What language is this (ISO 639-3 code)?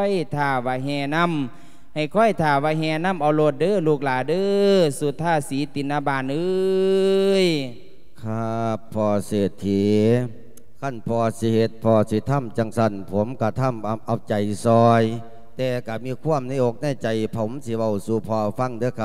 lao